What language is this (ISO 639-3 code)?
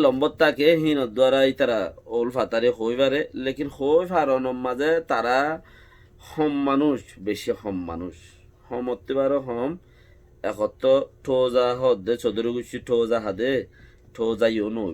rhg